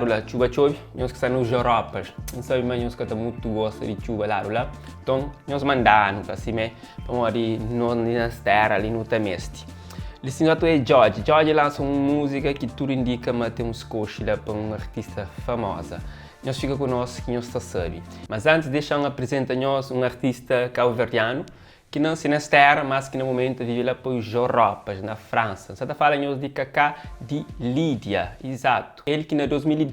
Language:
Kabuverdianu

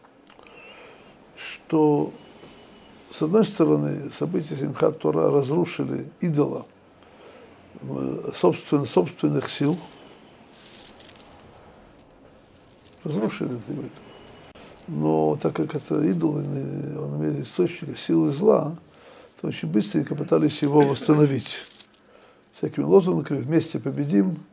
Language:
Russian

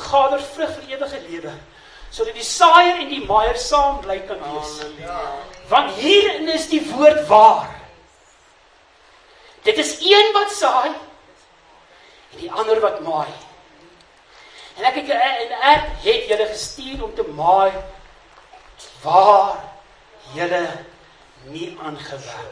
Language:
Afrikaans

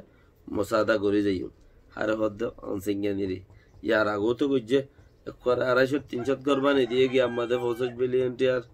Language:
Rohingya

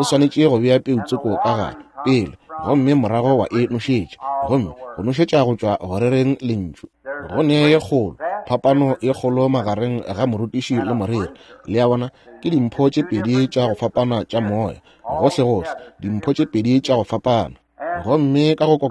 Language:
Northern Sotho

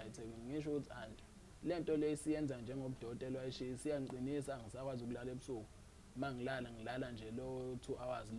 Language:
Zulu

